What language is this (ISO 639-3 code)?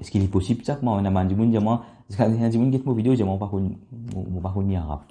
mfe